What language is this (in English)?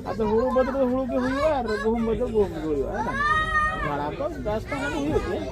Santali